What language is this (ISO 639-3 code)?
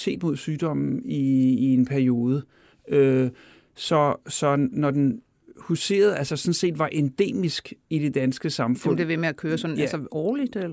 dan